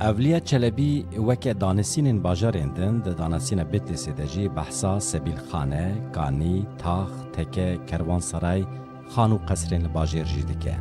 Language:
Kurdish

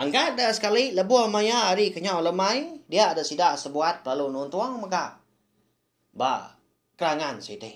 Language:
Iban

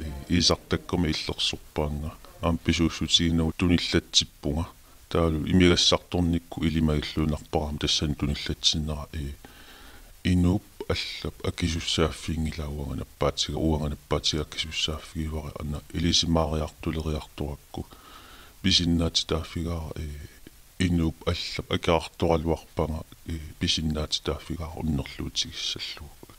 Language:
Kalaallisut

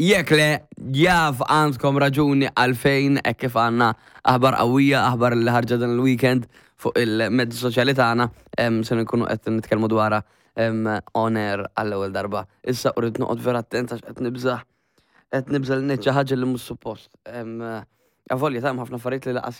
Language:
Maltese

